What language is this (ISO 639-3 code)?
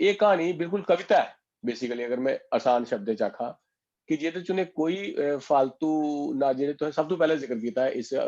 doi